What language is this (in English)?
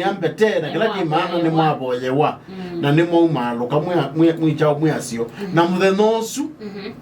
Kamba